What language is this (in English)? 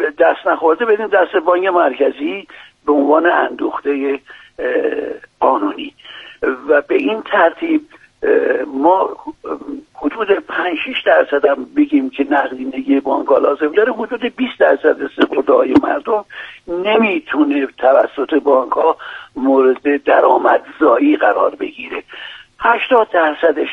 Persian